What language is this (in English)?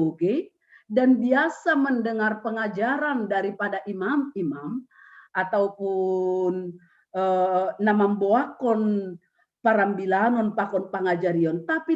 Batak Simalungun